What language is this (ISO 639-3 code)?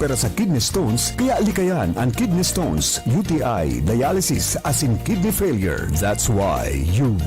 bik